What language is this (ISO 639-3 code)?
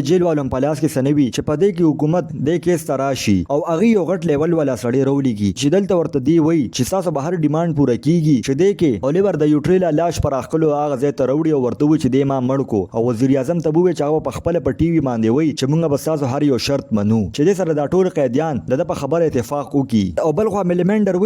pus